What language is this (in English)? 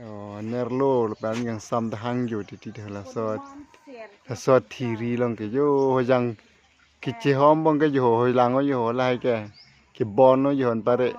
Karbi